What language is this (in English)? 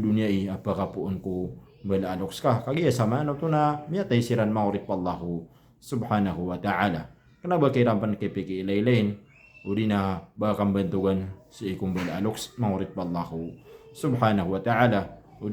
Maranao